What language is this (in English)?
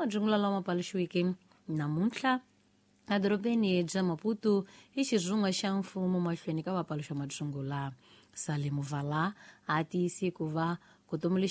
Tsonga